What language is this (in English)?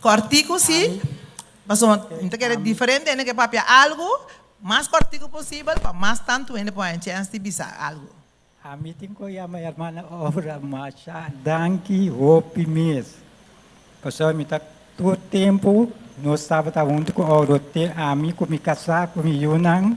Papiamento